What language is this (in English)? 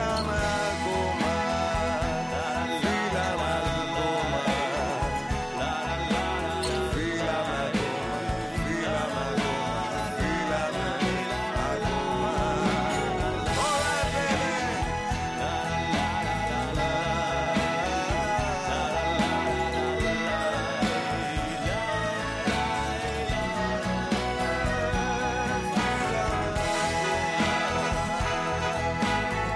Greek